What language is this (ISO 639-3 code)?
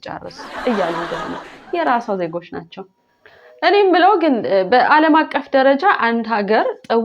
amh